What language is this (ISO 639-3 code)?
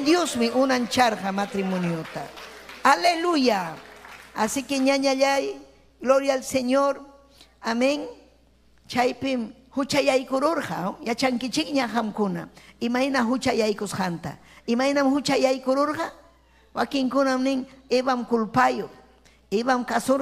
quy